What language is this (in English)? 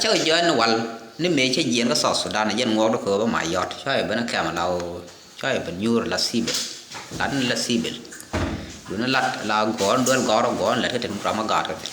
Nuer